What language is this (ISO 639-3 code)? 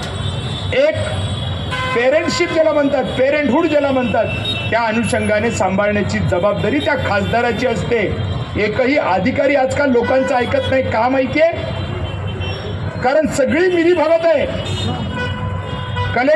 mar